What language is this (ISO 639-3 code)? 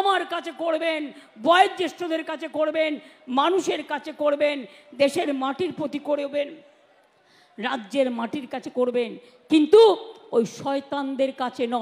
ben